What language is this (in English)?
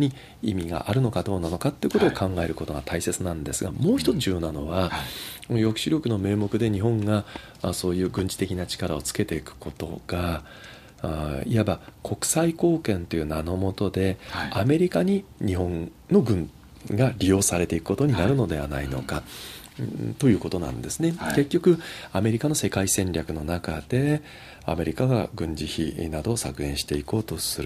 Japanese